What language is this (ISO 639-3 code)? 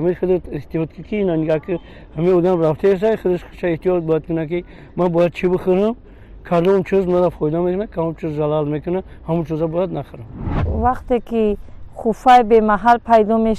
tgk